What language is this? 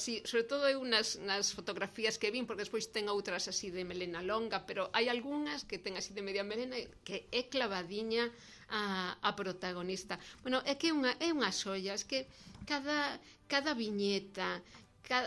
Galician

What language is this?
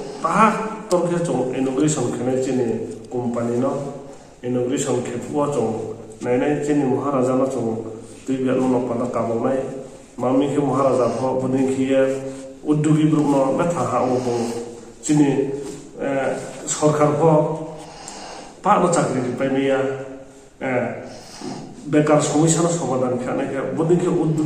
Riang (India)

